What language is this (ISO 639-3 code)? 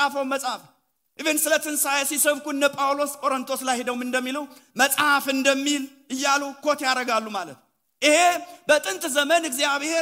amh